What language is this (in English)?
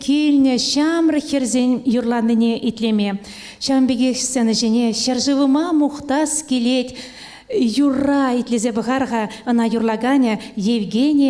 Chuvash